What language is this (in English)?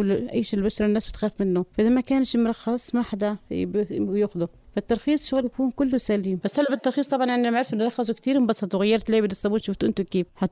North Levantine Arabic